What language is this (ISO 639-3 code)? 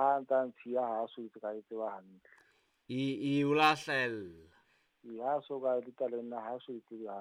sot